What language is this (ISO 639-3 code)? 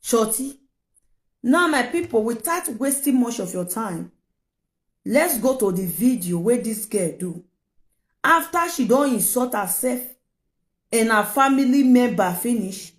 pcm